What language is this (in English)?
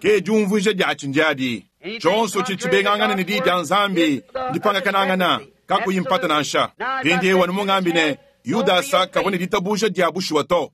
Luba-Lulua